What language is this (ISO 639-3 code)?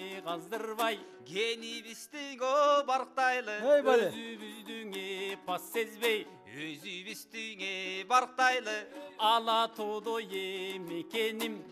kir